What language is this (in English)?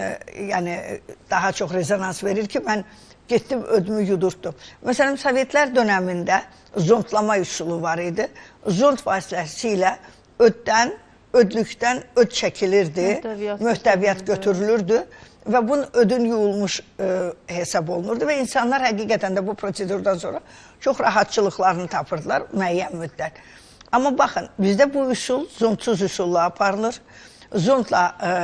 Azerbaijani